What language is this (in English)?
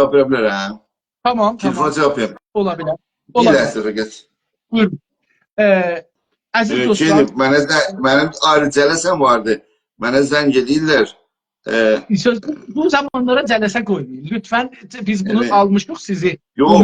South Azerbaijani